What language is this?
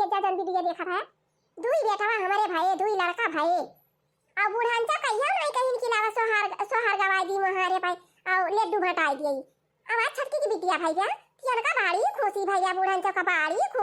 Awadhi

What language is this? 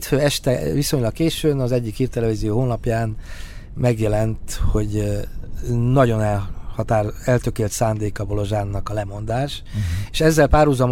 Hungarian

